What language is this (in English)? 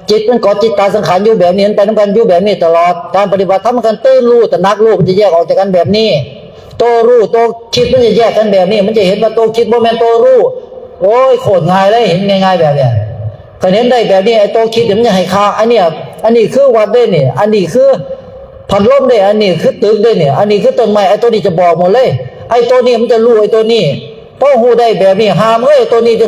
Northeastern Thai